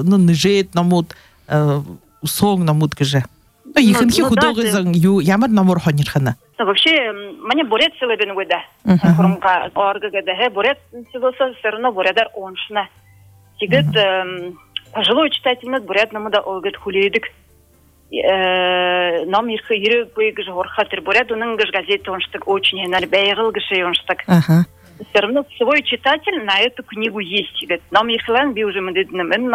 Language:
Buriat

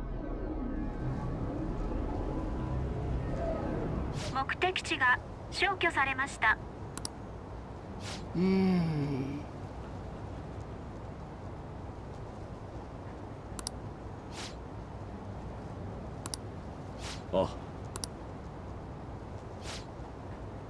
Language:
Japanese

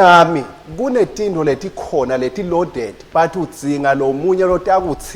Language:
Swati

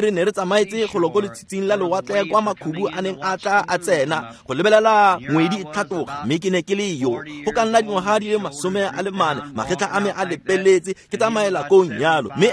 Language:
Tswana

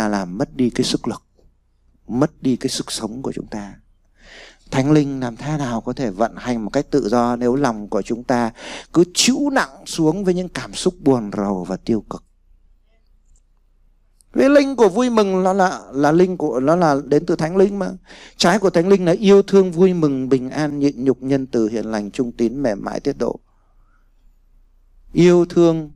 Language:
Vietnamese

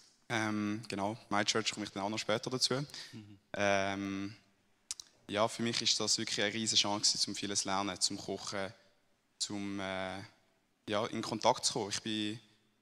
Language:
Swiss German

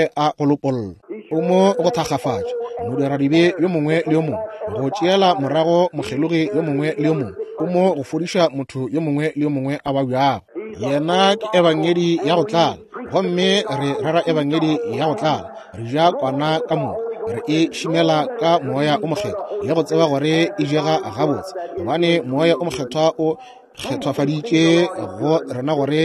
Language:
Northern Sotho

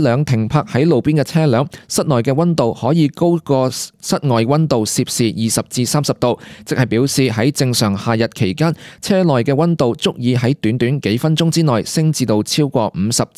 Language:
Cantonese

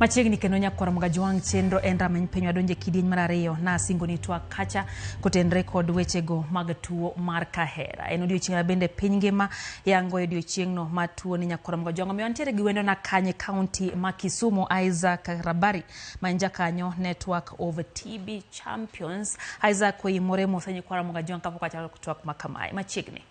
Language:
Luo (Kenya and Tanzania)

